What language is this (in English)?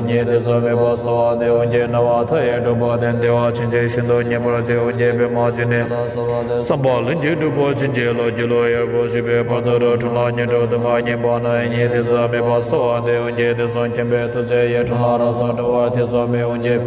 Tibetan